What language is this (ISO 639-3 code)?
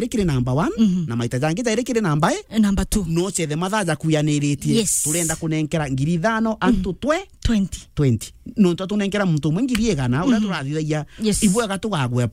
mer